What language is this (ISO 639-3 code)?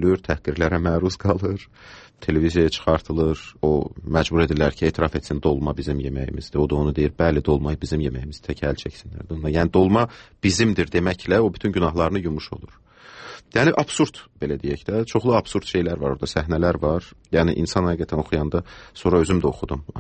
aze